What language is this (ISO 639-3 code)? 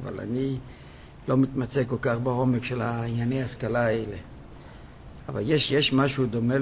heb